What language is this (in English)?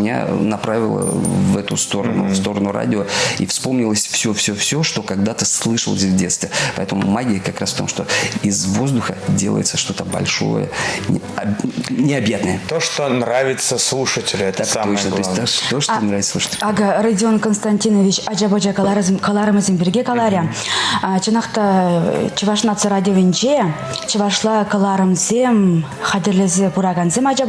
Chuvash